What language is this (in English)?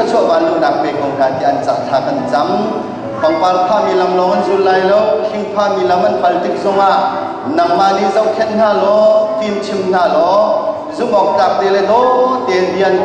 Hakha Chin